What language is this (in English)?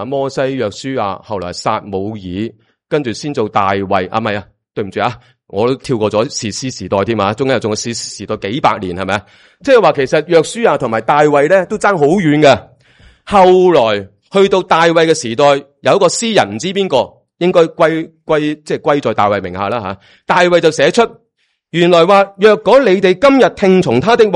Cantonese